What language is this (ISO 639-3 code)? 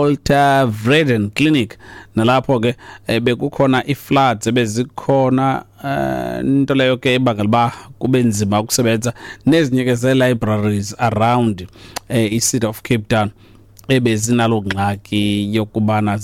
xho